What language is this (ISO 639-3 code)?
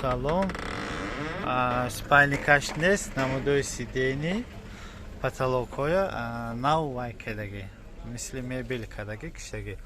tgk